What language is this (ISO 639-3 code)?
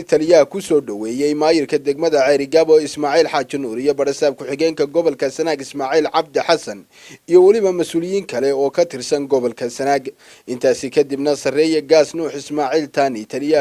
som